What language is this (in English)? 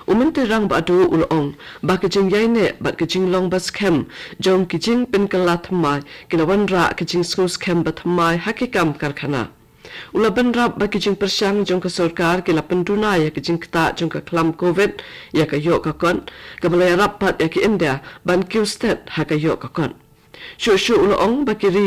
Khasi